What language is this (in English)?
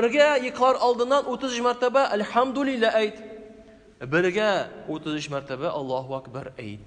Tatar